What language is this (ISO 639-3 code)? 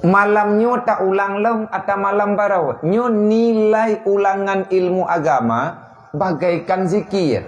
ace